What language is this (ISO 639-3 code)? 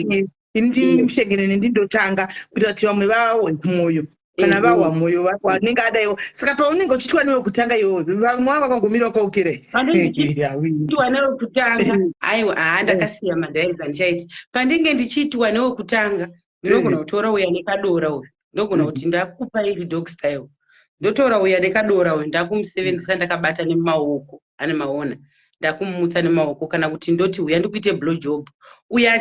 sna